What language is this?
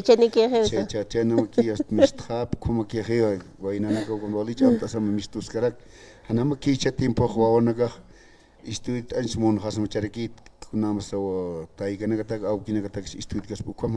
Aymara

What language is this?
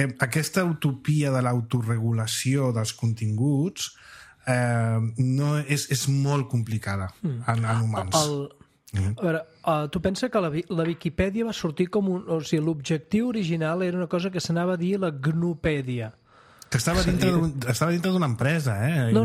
Catalan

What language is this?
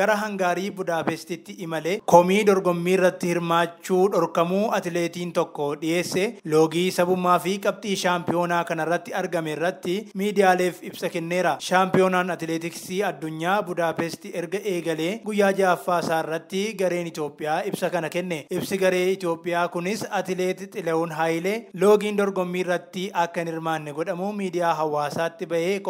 Oromo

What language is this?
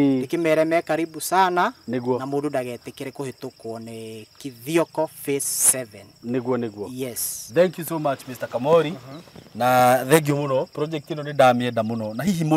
Kikuyu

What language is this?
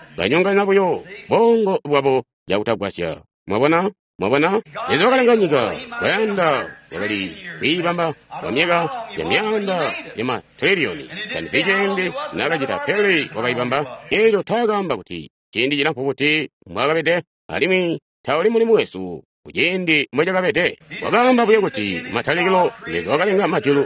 Tonga (Zambia)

